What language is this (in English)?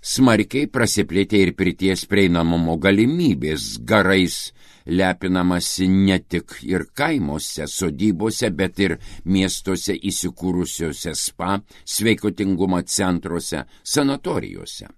Lithuanian